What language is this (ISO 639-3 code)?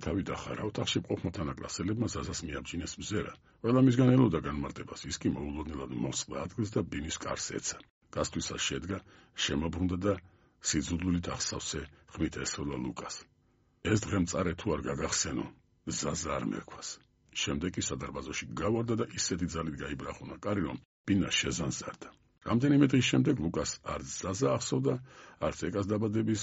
kat